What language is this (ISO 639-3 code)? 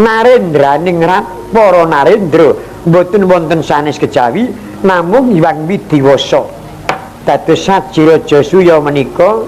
jav